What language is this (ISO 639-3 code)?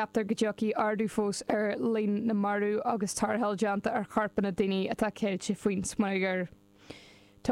gle